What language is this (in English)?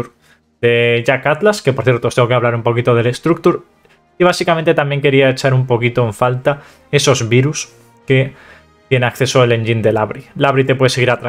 Spanish